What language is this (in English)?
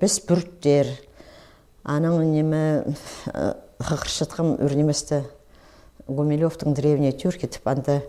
Khakas